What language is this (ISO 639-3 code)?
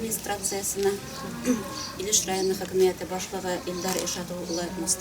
tat